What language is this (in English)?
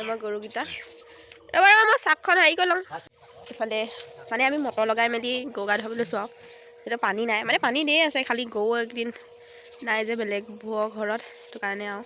Assamese